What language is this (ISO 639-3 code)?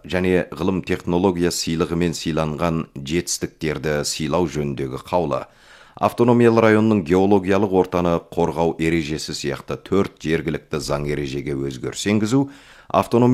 kaz